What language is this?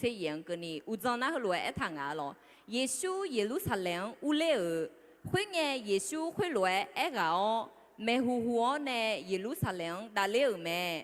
Akha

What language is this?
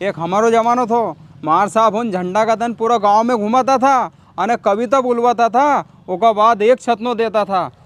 Rajasthani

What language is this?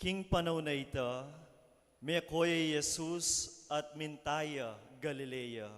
Pampanga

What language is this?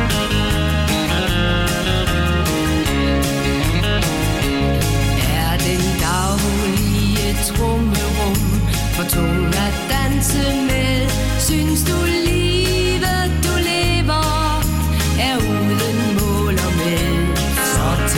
Danish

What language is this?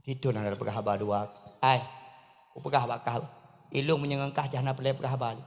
Achinese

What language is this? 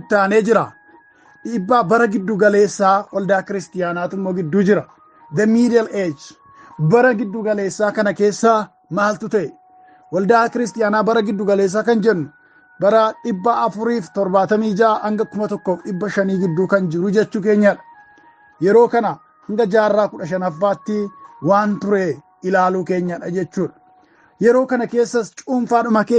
Oromo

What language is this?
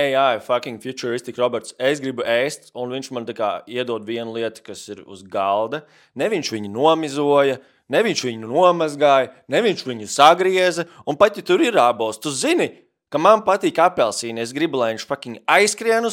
Latvian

